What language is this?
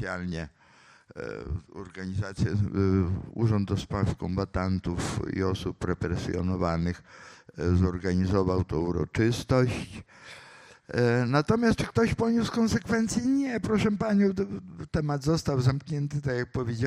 Polish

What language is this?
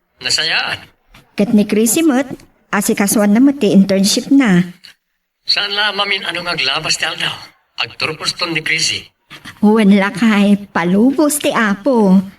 Iloko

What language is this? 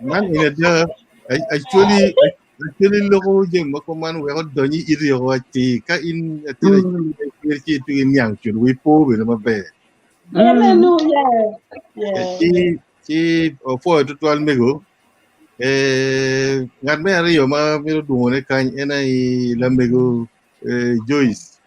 Acoli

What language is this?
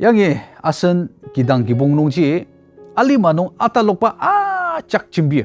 Ao Naga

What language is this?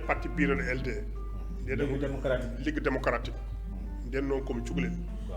Fula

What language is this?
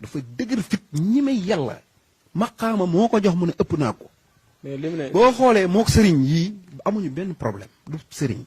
Wolof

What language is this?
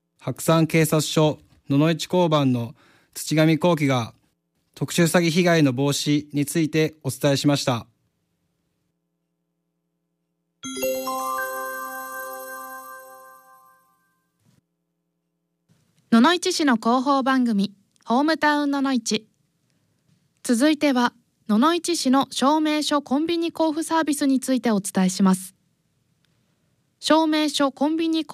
Japanese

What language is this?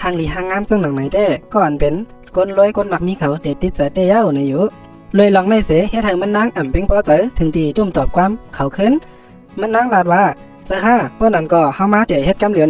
Shan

